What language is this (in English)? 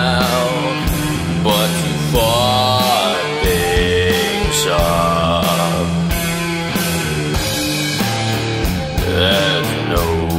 English